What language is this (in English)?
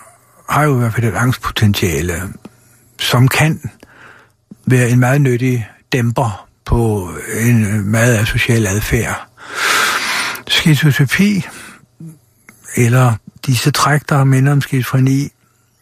Danish